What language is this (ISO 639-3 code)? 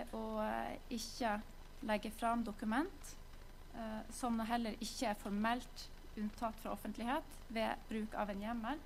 nor